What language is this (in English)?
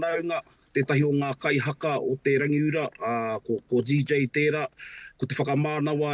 Māori